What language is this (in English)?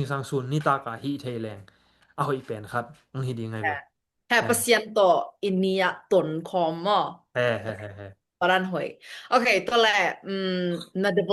Tedim Chin